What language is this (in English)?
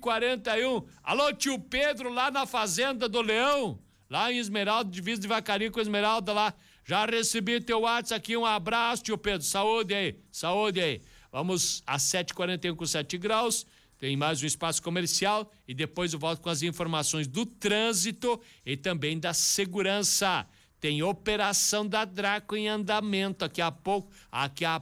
Portuguese